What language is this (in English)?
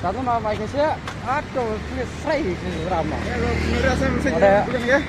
Dimasa